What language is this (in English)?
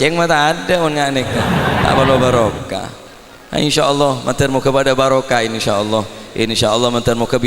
Madurese